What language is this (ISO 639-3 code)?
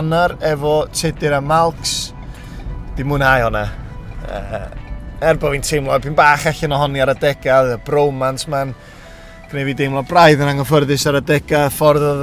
cym